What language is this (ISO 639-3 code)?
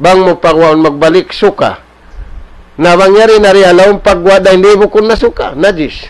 tsg